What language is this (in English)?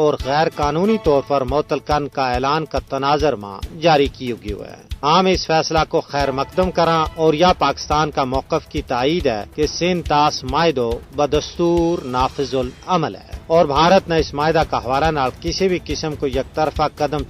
Gujari